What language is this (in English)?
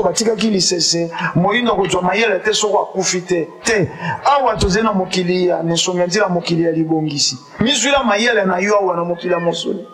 Lingala